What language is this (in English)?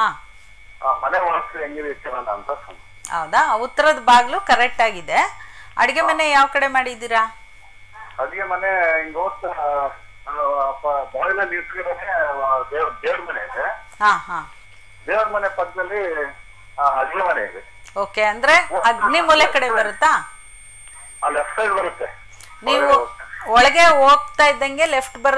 Kannada